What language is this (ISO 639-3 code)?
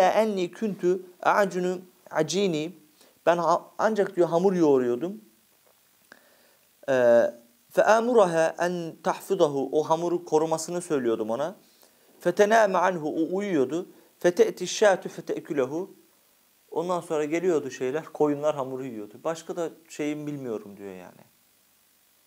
tur